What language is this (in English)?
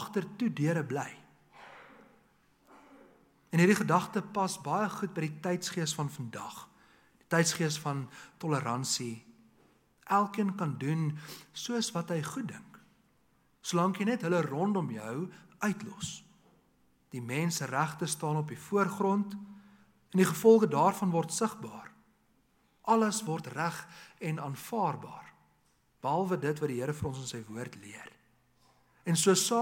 Afrikaans